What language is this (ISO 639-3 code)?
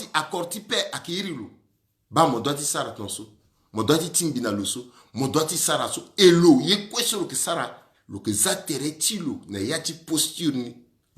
sag